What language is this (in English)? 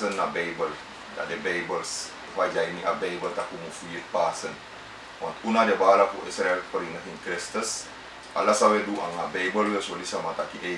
Sranan Tongo